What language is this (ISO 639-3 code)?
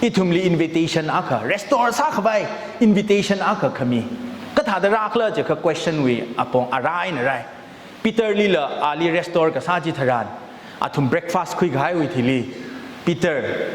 nmf